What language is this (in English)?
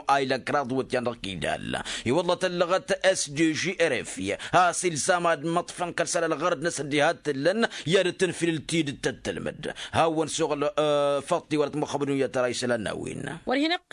Tamasheq